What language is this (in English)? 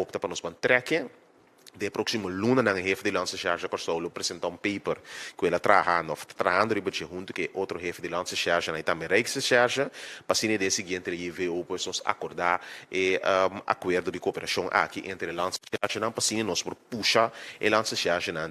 Papiamento